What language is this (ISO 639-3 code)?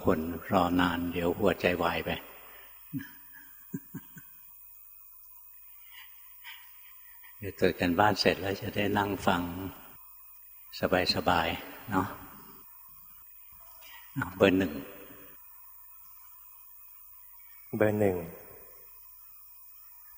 tha